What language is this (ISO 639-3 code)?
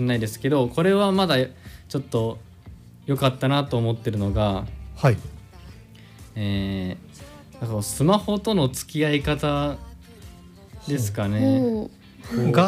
jpn